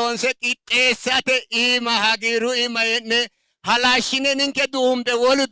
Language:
Sidamo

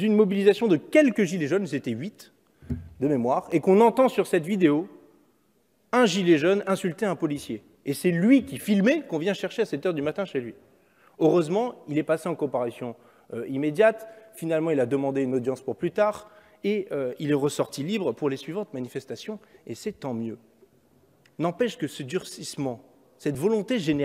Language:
French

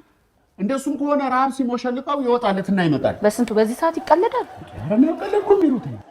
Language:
Amharic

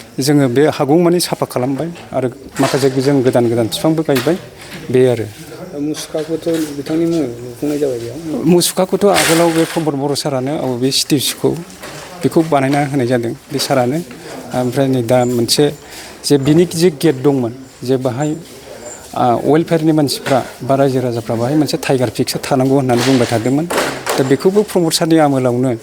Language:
Bodo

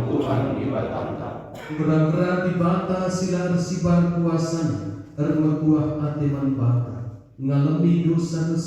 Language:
Batak Karo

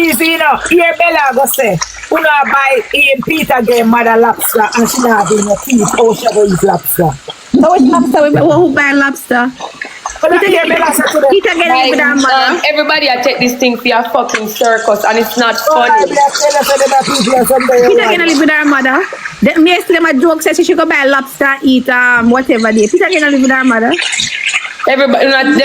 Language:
Jamaican Creole English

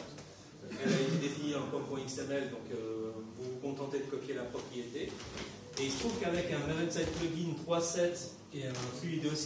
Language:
French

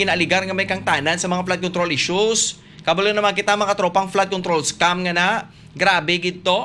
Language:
Hiligaynon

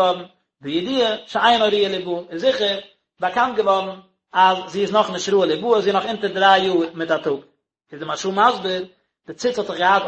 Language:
Yiddish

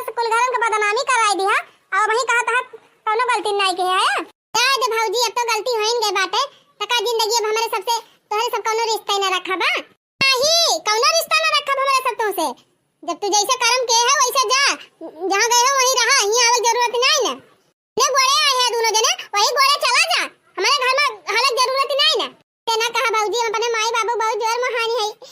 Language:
Awadhi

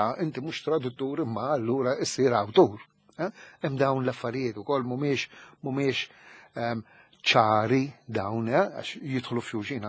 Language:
Maltese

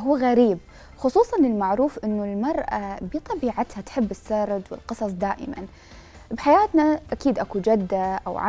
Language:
Mesopotamian Arabic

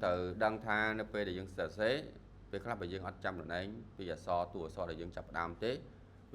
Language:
Khmer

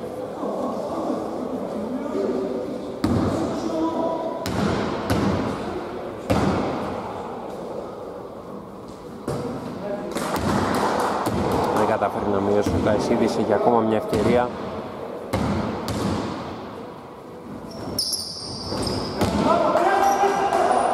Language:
Greek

